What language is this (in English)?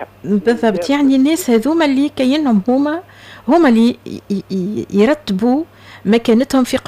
Tunisian Arabic